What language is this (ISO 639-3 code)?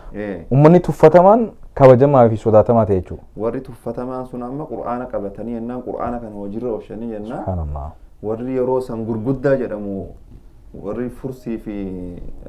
orm